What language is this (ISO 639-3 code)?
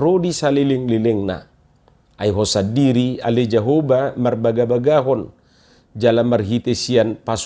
bbc